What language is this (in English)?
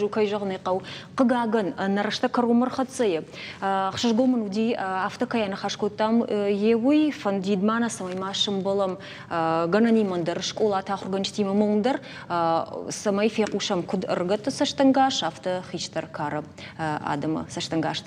Ossetic